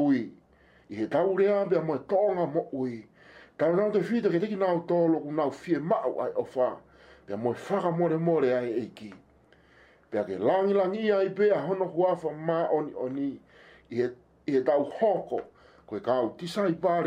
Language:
Tongan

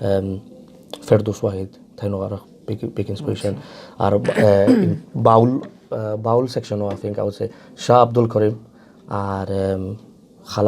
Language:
Sylheti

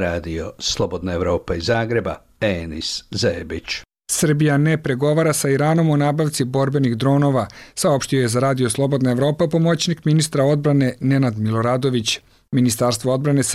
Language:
Serbian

